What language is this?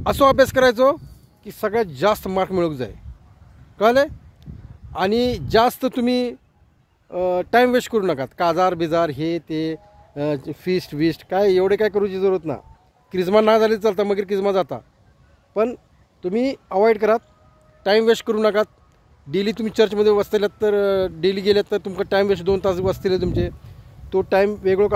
Konkani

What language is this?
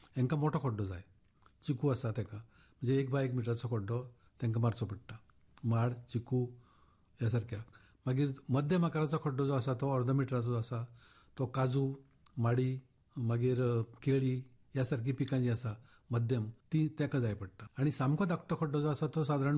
Konkani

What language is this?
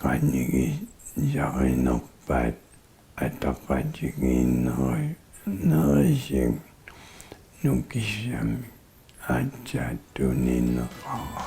Kalaallisut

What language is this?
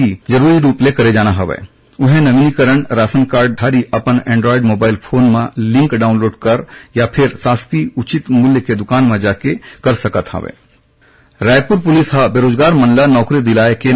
Chhattisgarhi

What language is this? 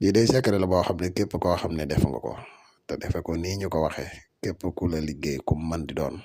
Wolof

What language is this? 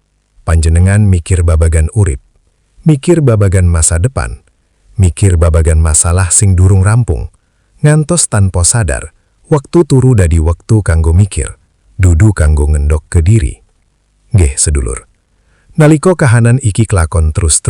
Javanese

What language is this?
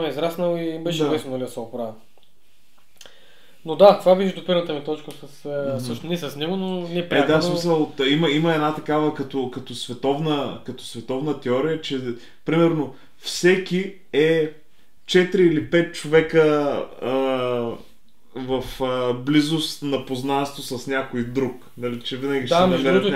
Bulgarian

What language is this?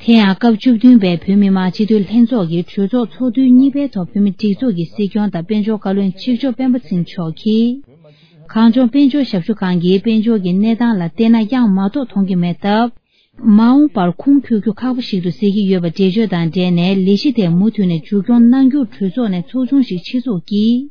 Tibetan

